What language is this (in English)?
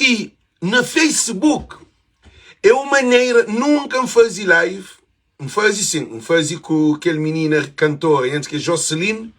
Kabuverdianu